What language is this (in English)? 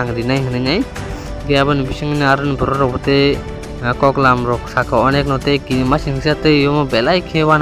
Kok Borok